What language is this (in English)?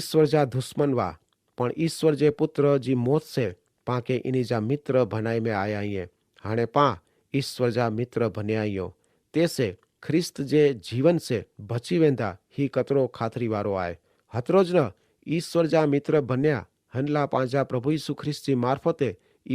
Kachhi